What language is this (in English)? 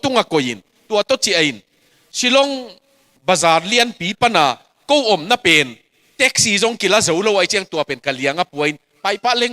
Tedim Chin